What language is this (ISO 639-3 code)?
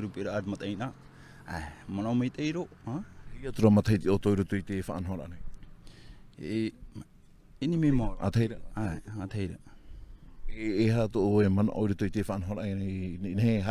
tah